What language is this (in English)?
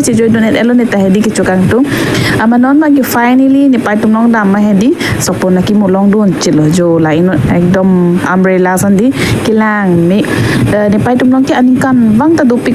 Karbi